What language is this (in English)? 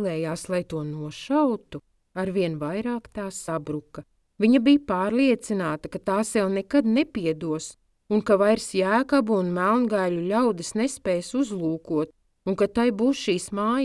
Latvian